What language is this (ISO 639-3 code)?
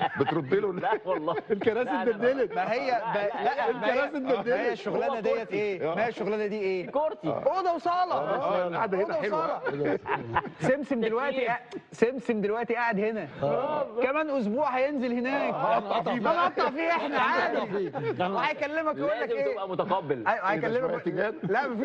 arz